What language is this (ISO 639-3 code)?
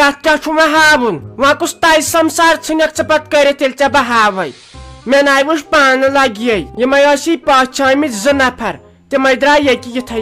kas